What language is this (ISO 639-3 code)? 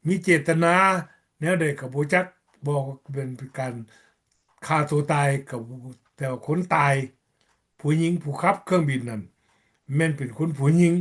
lao